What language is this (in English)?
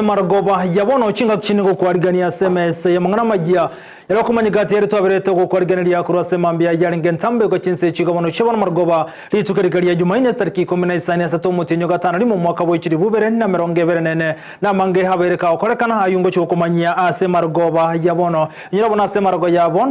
Gusii